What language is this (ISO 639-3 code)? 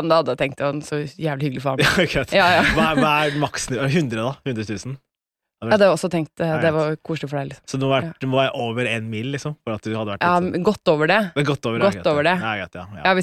nor